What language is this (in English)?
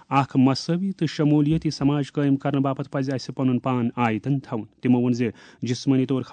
Kashmiri